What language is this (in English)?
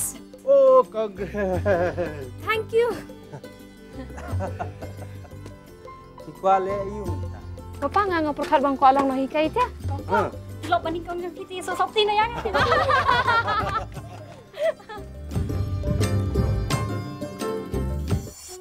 Khasi